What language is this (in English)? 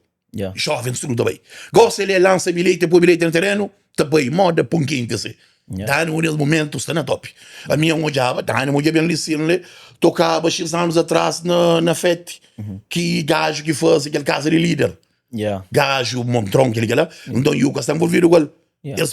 Kabuverdianu